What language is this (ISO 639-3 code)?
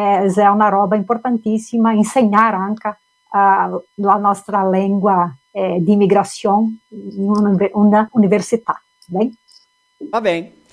vec